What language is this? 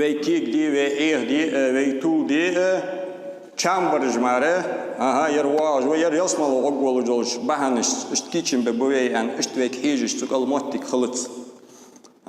Ingush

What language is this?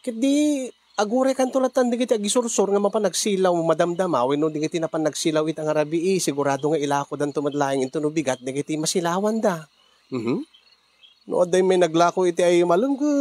Iloko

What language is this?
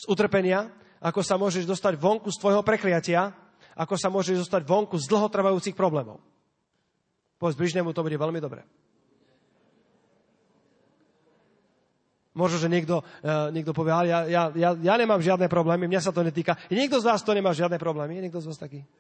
Slovak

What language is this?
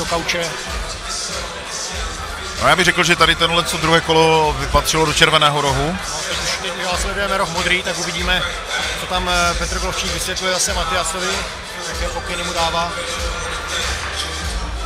Czech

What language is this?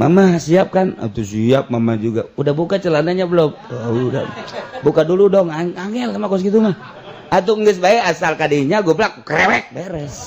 Sundanese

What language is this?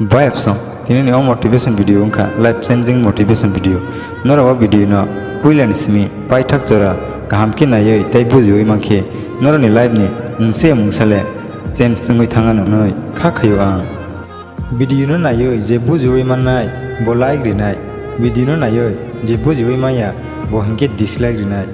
Kok Borok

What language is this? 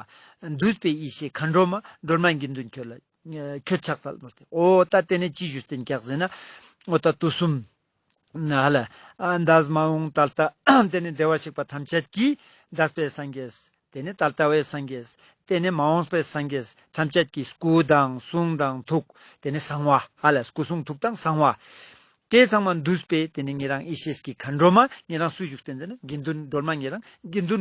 Ladakhi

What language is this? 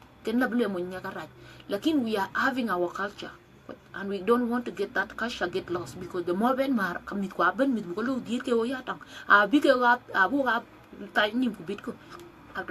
Dinka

